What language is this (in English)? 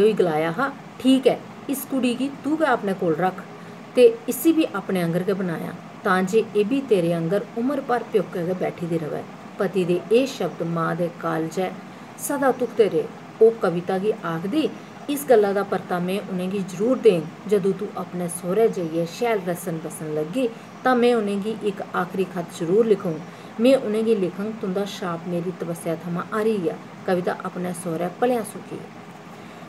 Dogri